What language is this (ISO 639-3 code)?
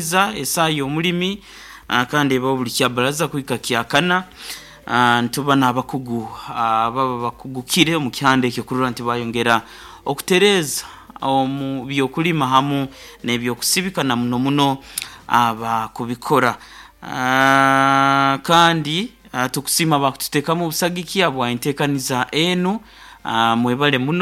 nyo